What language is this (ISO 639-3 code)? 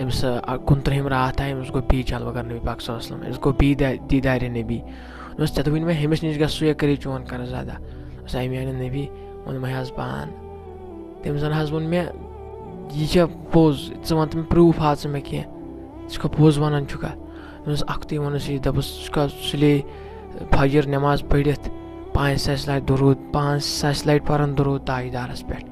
kas